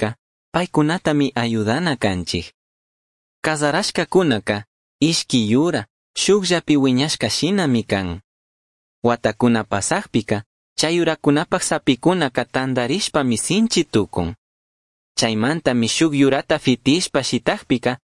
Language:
Chimborazo Highland Quichua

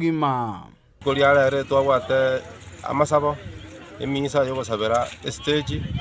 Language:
Gusii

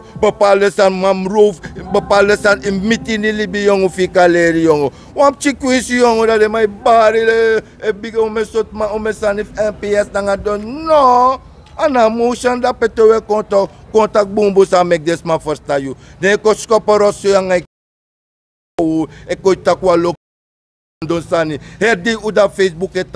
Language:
Sranan Tongo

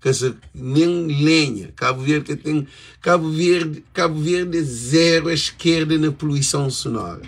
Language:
Kabuverdianu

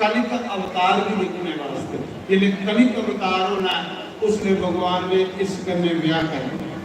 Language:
Dogri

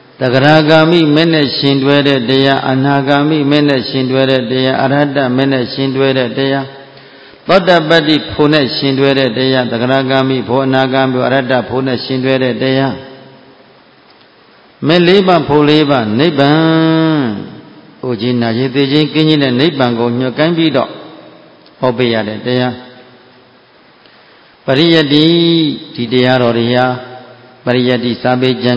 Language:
Burmese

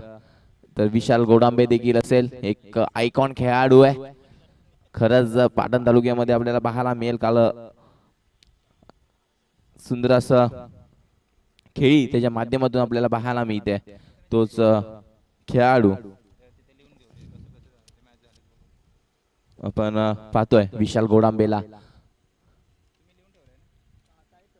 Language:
Marathi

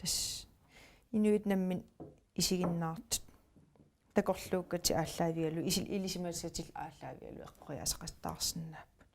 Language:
Kalaallisut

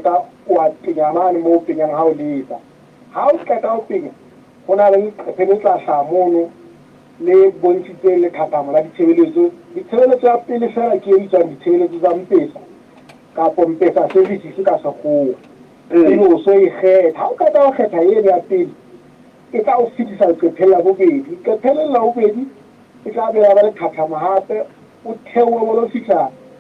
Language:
Southern Sotho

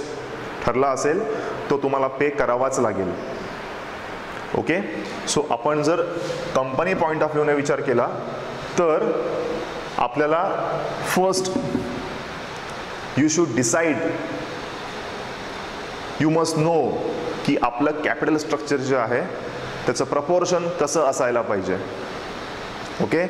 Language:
Marathi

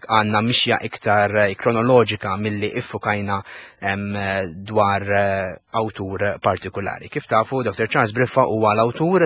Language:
Maltese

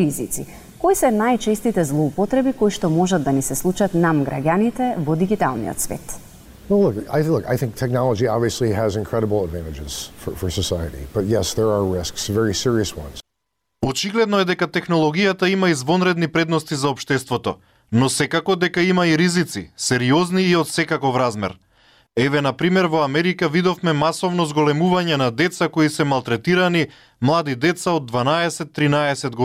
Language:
Macedonian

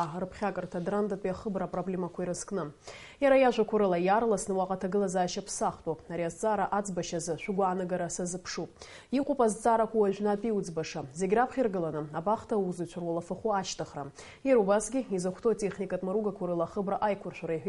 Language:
Abkhazian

